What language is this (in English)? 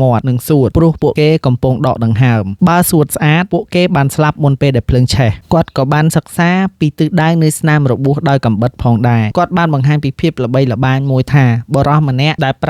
Khmer